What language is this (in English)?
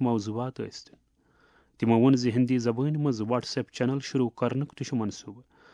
Kashmiri